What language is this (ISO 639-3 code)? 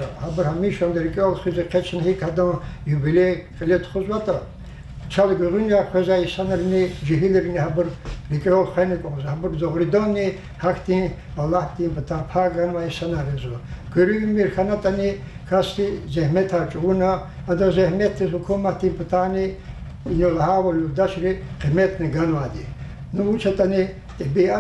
lez